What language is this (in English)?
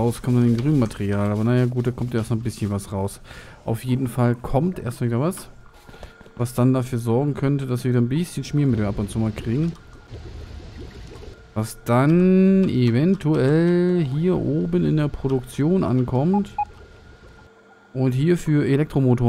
German